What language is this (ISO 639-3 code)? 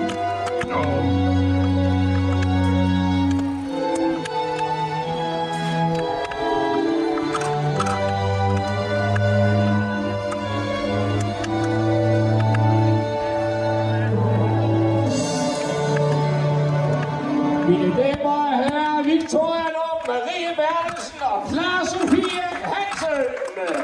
dan